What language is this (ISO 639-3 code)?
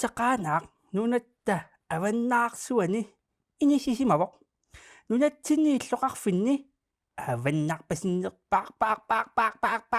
kal